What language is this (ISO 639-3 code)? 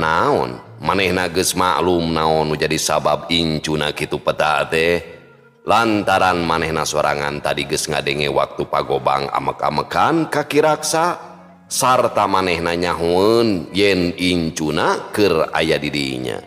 sun